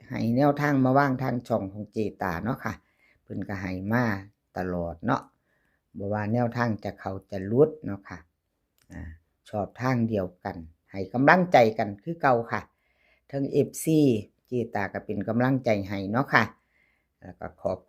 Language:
Northeastern Thai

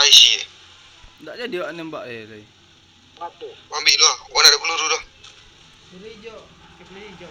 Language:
Minangkabau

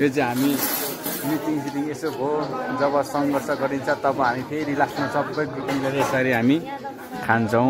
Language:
Nepali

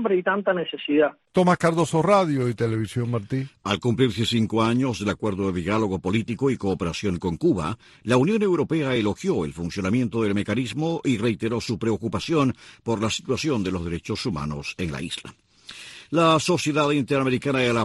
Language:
Spanish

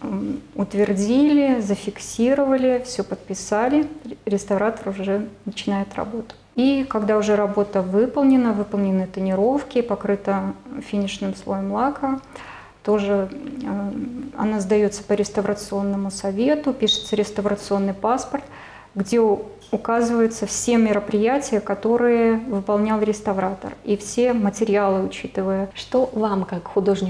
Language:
Russian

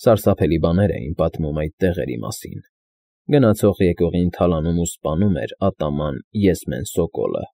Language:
Armenian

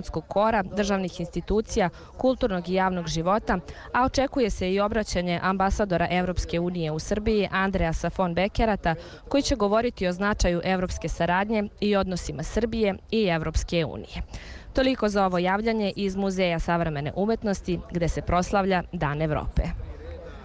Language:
Serbian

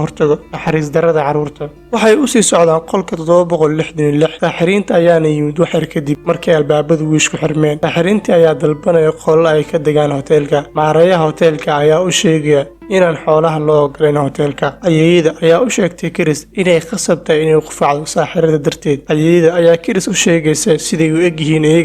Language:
Somali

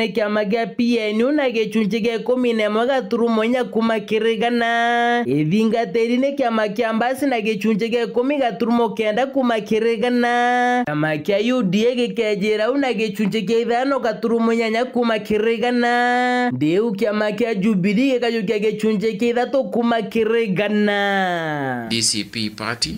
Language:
Meru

